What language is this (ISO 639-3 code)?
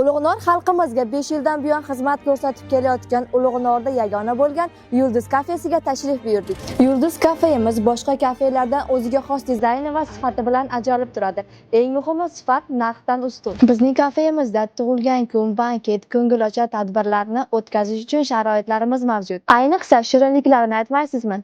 uzb